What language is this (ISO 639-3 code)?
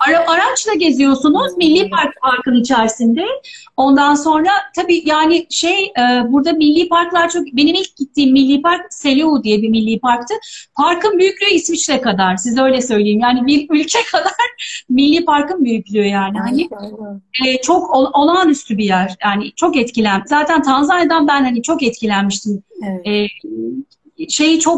tur